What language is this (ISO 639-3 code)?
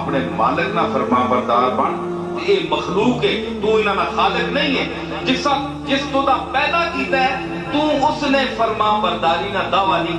skr